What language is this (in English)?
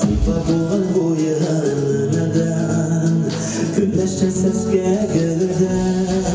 Bashkir